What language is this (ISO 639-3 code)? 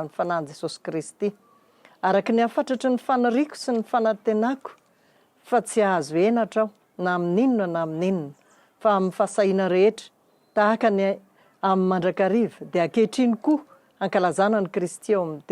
mlg